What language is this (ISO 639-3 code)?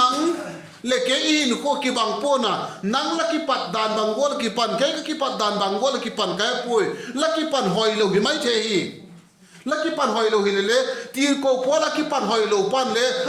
vap